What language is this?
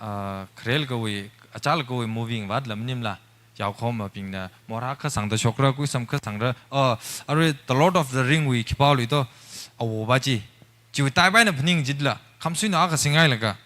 Tangkhul Naga (India)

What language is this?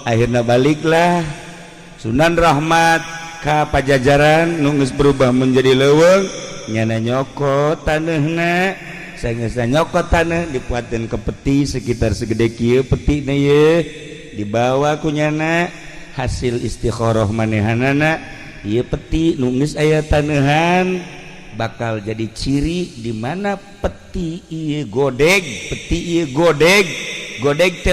Sundanese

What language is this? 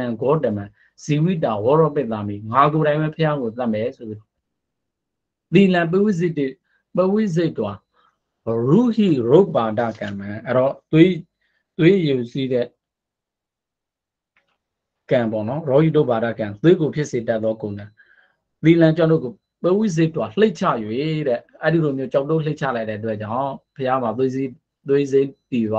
Burmese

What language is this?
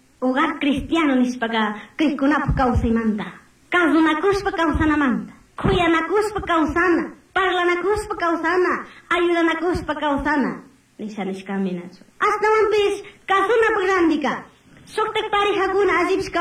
Chimborazo Highland Quichua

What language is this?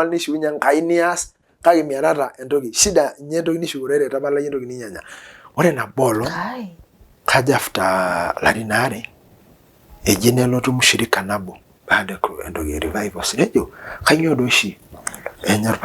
Masai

